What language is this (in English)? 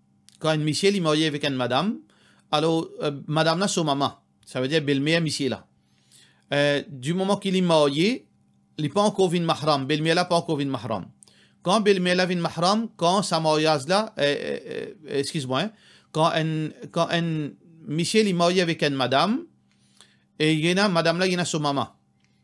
Morisyen